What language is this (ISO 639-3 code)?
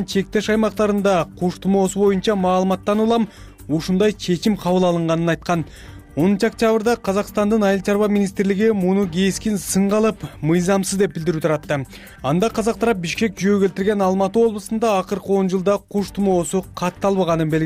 kir